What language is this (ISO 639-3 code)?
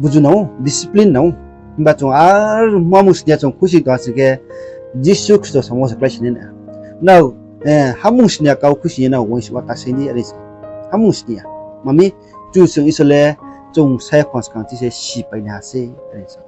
ria